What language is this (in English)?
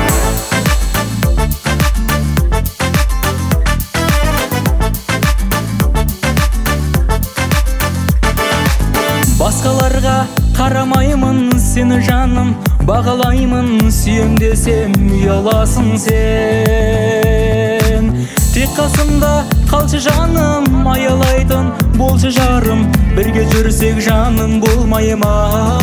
Kazakh